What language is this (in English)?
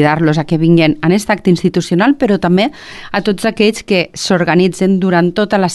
Catalan